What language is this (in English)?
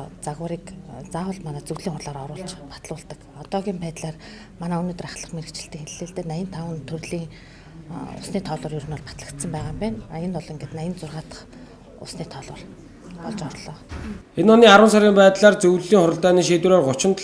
Mongolian